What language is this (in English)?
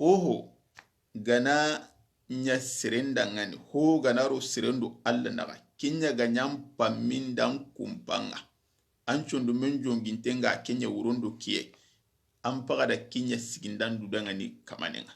Soninke